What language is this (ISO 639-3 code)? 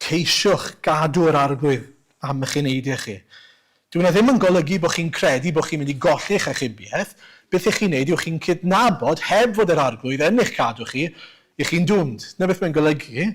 cym